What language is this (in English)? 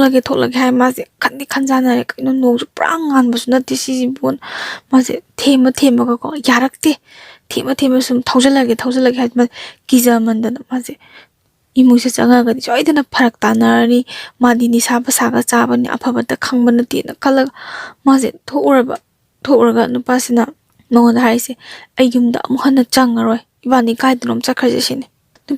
Manipuri